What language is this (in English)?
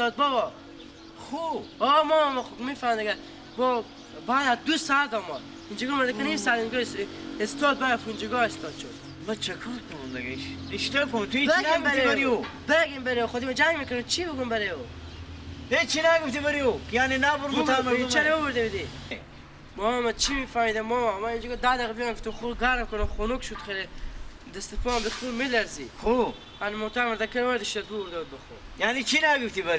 Persian